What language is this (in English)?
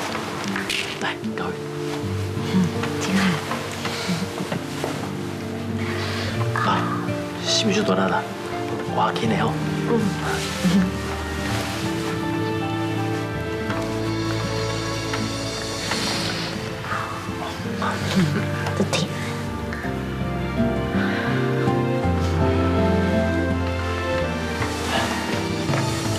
Min Nan Chinese